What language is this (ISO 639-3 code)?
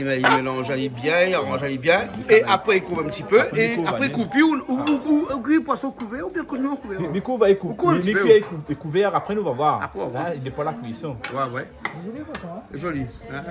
rcf